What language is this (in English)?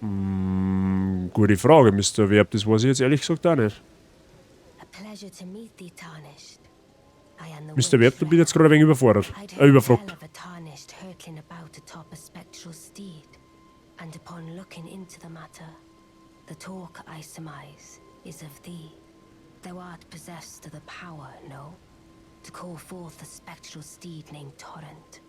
Bavarian